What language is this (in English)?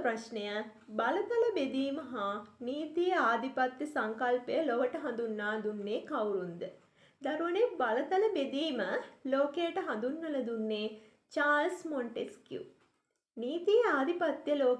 Sinhala